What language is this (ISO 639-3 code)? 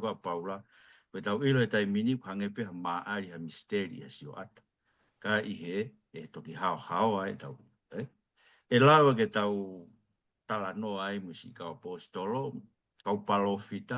ton